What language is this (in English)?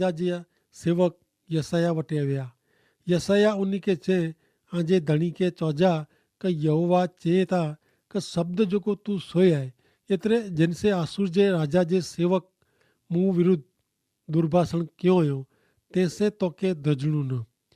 Kachhi